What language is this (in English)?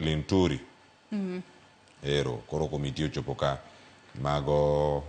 Luo (Kenya and Tanzania)